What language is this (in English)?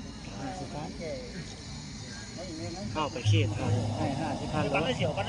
Lao